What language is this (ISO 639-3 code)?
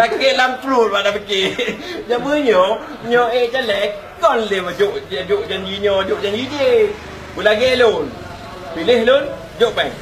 ace